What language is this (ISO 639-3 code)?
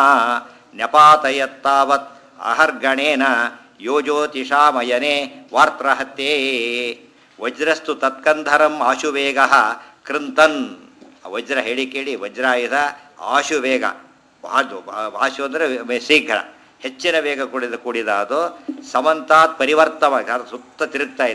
kan